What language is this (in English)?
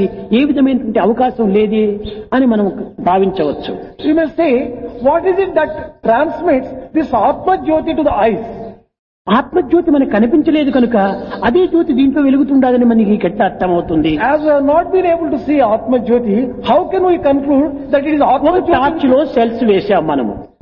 Telugu